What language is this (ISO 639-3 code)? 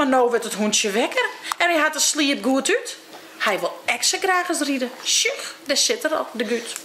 fry